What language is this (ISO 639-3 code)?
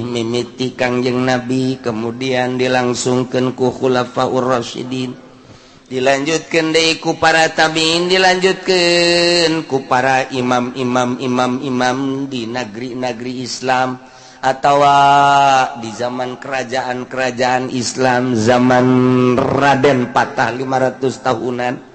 sun